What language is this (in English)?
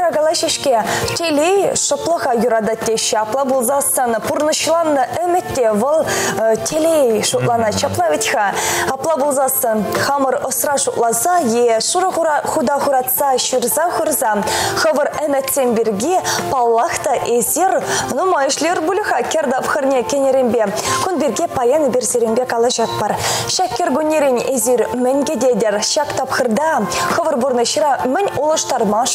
Chuvash